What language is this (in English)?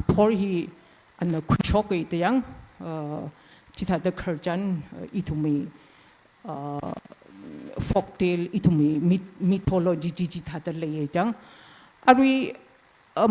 Tangkhul Naga (India)